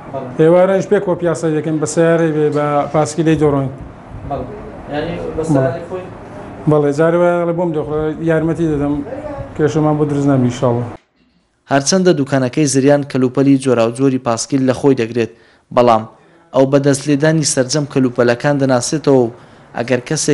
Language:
Central Kurdish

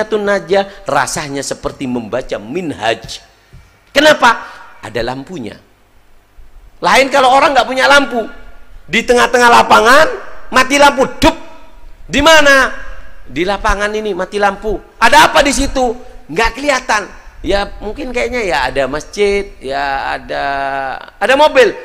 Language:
Indonesian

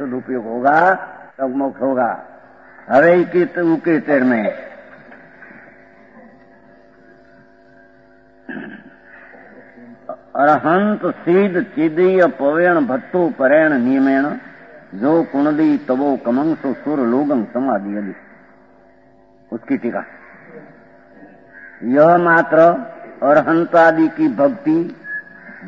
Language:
Hindi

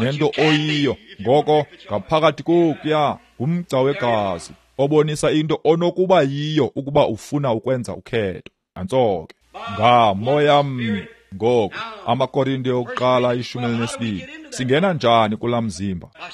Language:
Xhosa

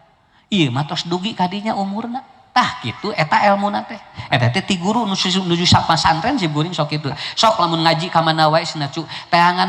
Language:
Sundanese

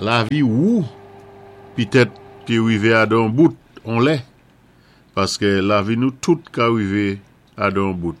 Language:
Saint Lucian Creole French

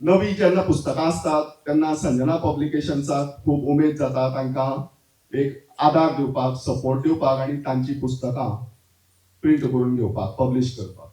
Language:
Konkani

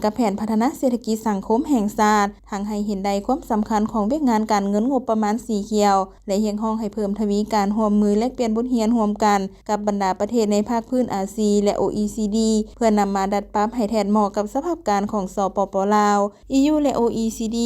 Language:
Lao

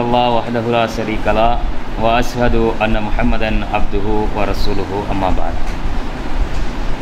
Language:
Tamil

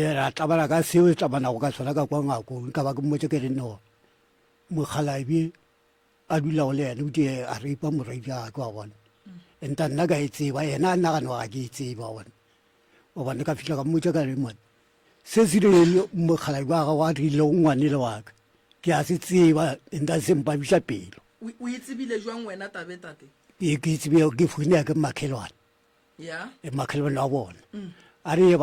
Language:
Northern Sotho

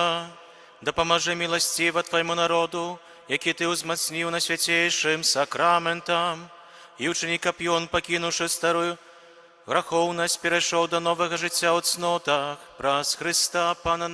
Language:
Belarusian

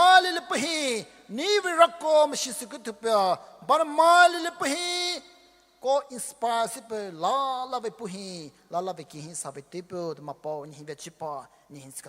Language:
Poumei Naga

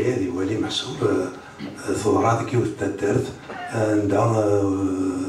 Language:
Kabyle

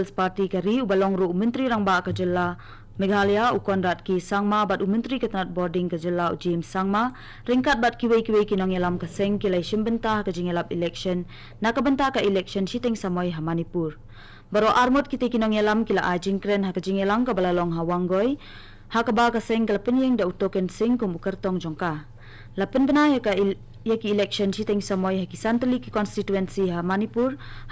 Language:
Khasi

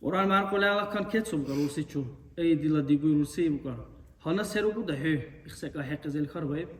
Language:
Dargwa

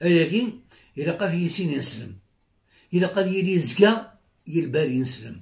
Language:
Kabyle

